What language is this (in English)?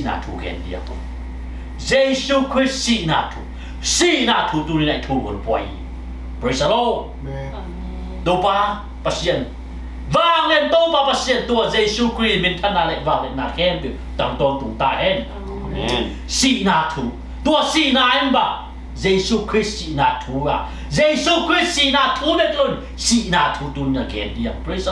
Tedim Chin